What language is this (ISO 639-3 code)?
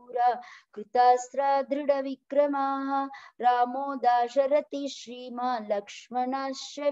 san